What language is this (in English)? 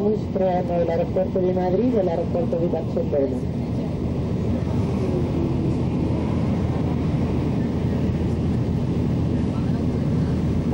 Italian